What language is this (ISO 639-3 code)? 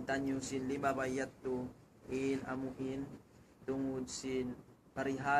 tsg